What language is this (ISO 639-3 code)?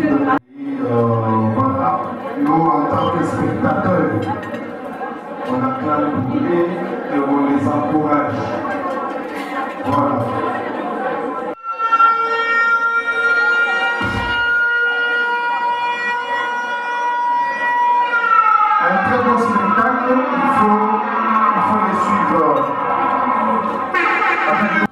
fra